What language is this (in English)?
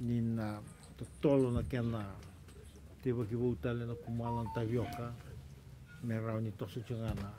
Fijian